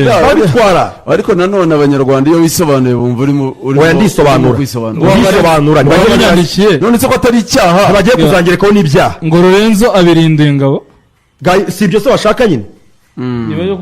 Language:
Kinyarwanda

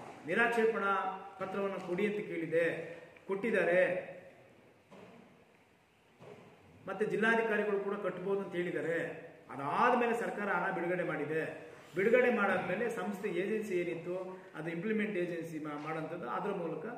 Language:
Kannada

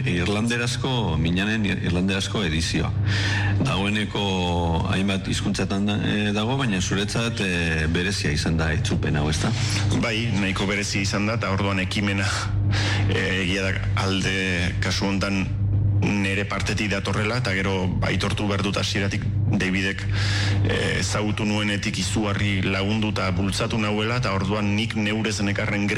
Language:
Basque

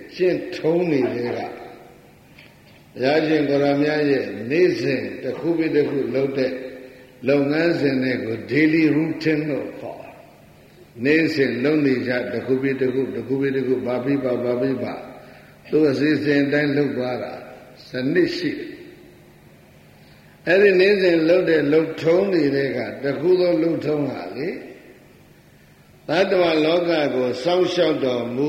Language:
Burmese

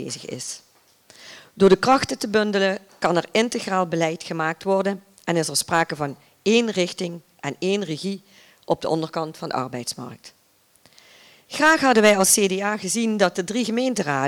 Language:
Dutch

